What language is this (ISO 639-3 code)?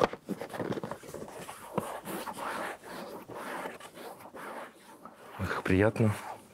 rus